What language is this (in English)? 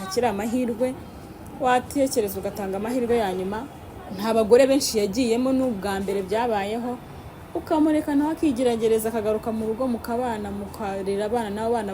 Kinyarwanda